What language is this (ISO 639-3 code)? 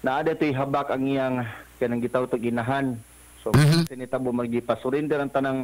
ceb